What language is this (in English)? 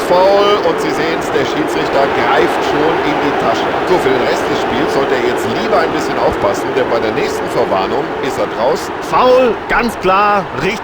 Bavarian